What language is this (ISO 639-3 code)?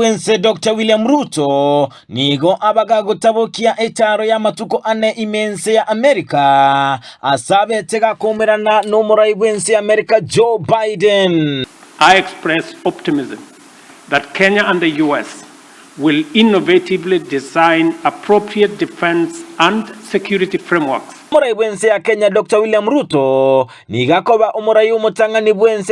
guz